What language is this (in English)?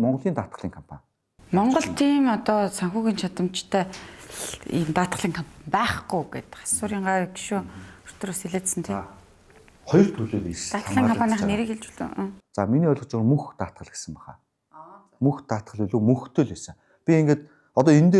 Mongolian